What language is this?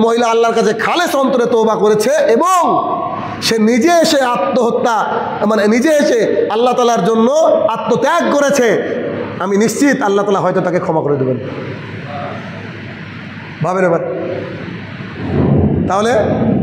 Bangla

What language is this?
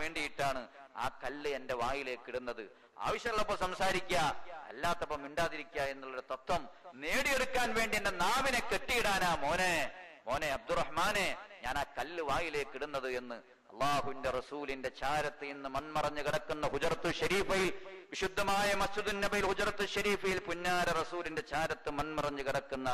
Malayalam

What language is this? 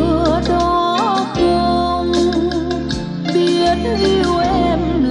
Vietnamese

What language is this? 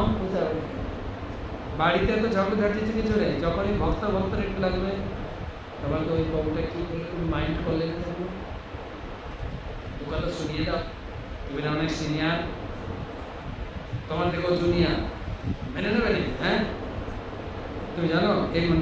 Bangla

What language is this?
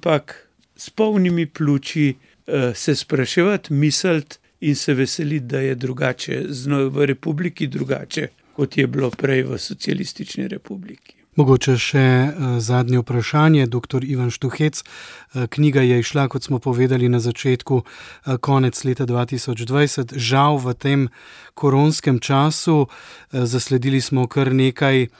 Slovenian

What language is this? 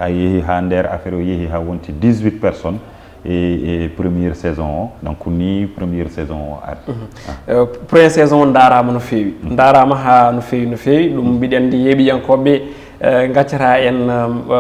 Fula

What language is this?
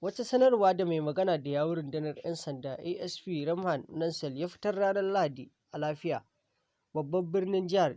Hausa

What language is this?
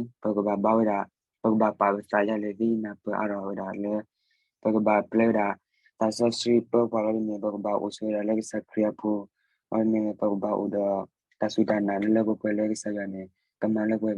S'gaw Karen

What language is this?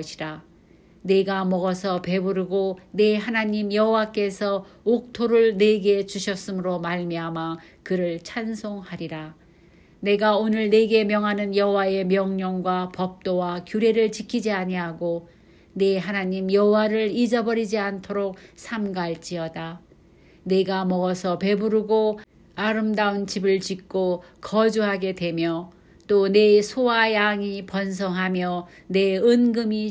Korean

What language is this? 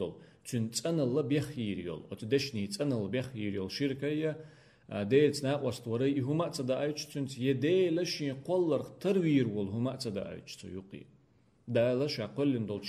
Chechen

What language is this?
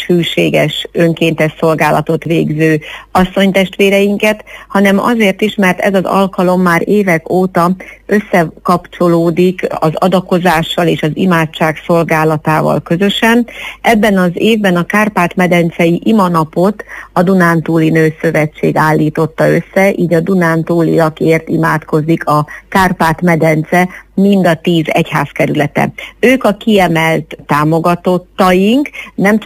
Hungarian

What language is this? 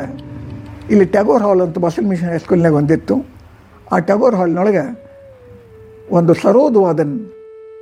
Kannada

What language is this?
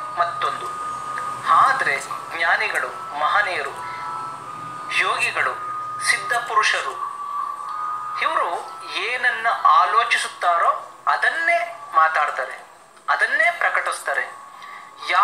Kannada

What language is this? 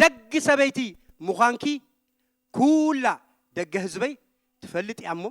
Tigrinya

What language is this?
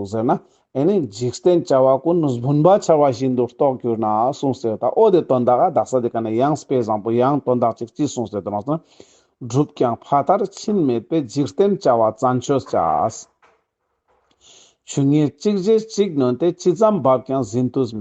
Ladakhi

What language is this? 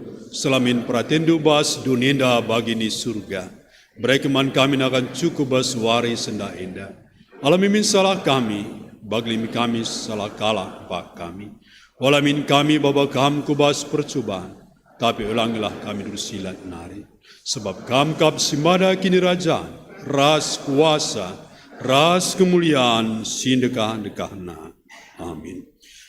Batak Karo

